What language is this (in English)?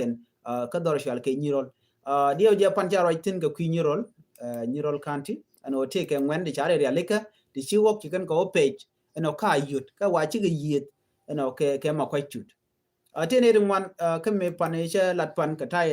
Nuer